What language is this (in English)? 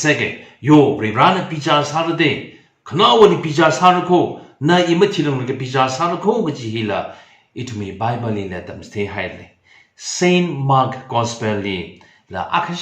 Tangkhul Naga (India)